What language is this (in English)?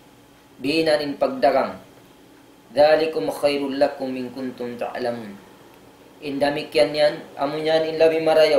Tausug